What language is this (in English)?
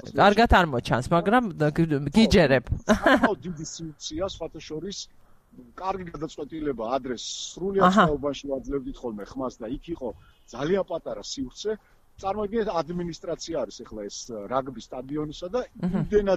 Georgian